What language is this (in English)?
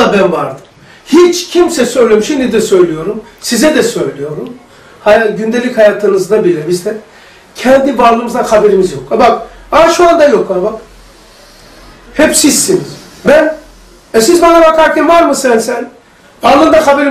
Turkish